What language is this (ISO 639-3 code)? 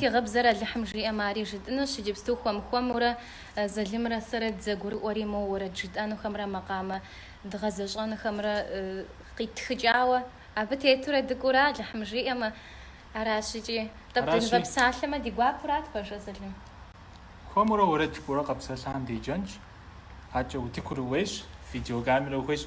kbd